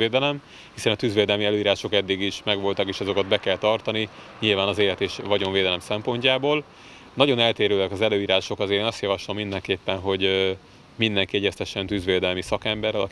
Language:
Hungarian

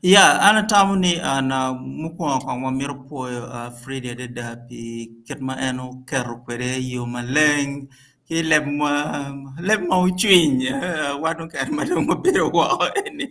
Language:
Acoli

